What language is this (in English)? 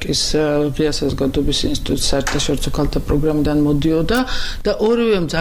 Georgian